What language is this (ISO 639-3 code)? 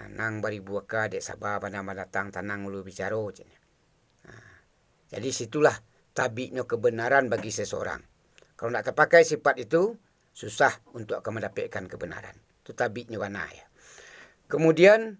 min